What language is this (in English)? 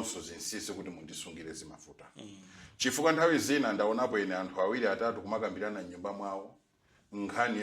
Nyanja